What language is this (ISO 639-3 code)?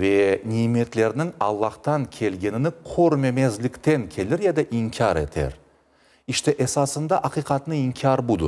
crh